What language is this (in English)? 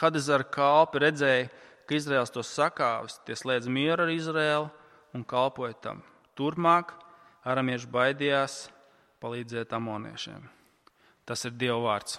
Latvian